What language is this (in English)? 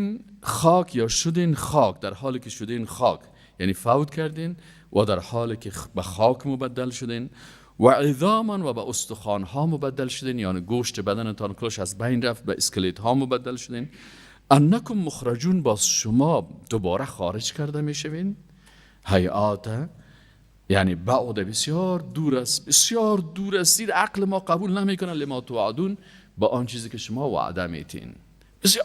Persian